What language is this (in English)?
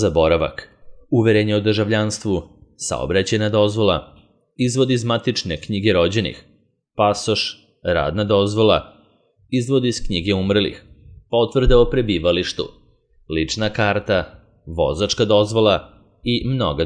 Serbian